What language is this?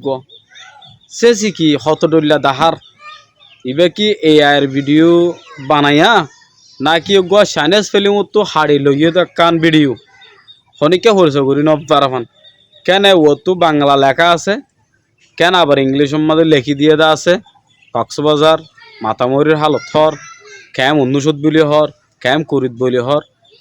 Rohingya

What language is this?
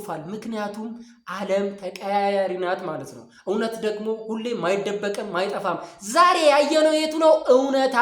Amharic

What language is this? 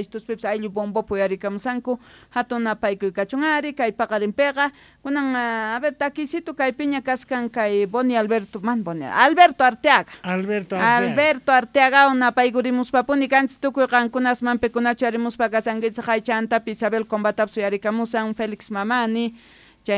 South Bolivian Quechua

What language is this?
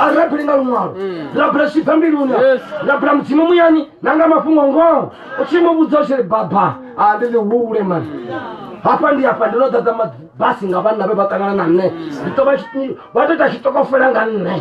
Venda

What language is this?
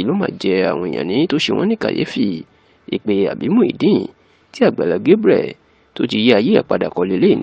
Yoruba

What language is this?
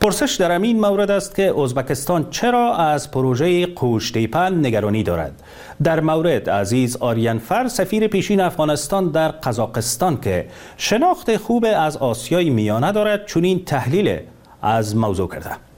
Persian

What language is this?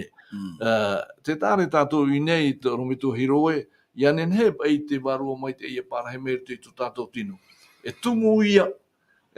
Tahitian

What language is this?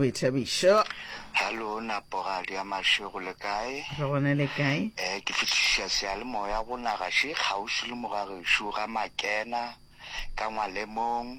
Northern Sotho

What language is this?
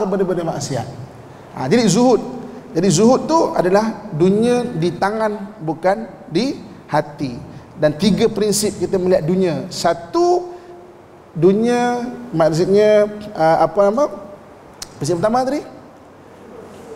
Malay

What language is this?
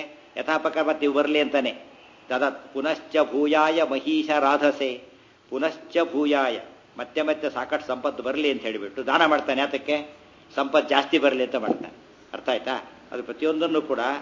Kannada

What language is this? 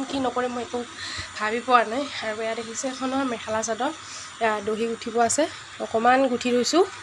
Assamese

